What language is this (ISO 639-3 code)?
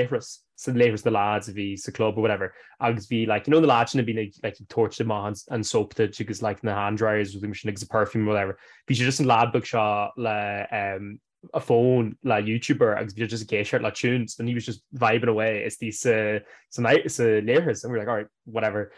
gle